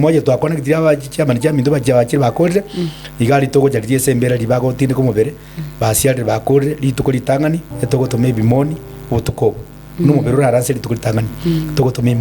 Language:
Gusii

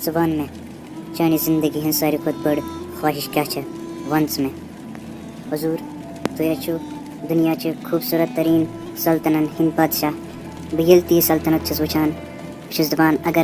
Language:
Kashmiri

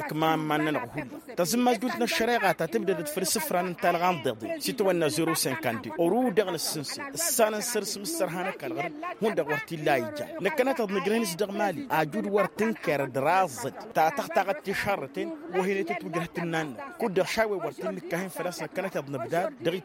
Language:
Tamasheq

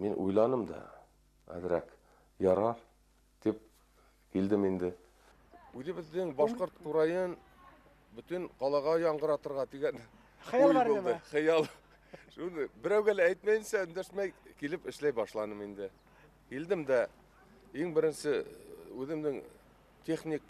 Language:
Bashkir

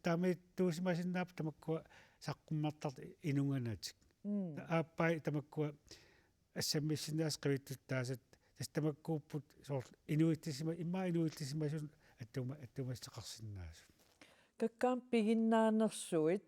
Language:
Kalaallisut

